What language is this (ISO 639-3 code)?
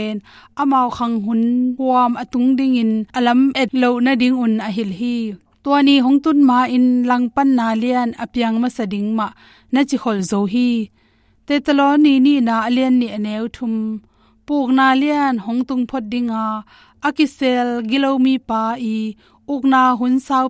ctd